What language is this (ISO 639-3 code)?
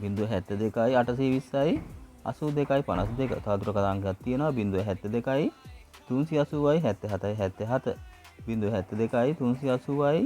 sin